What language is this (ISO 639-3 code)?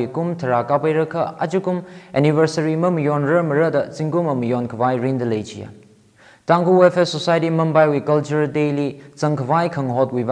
nmf